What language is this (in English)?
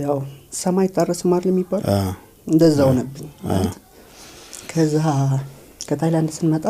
Amharic